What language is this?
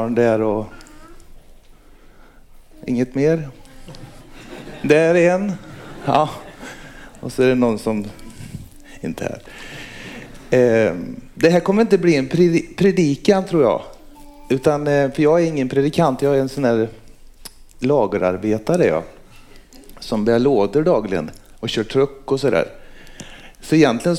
Swedish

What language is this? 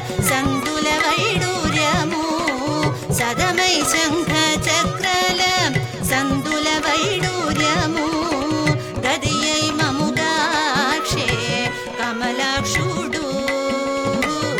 Telugu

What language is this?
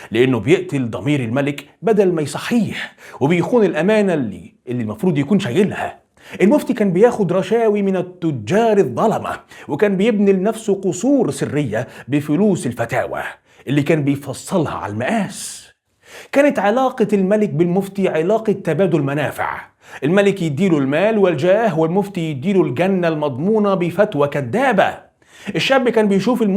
Egyptian Arabic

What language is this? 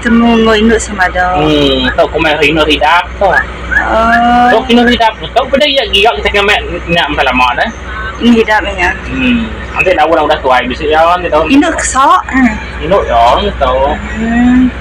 Iban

